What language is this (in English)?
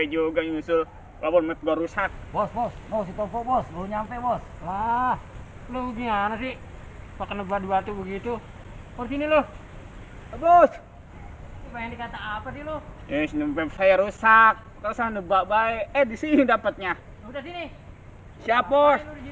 Betawi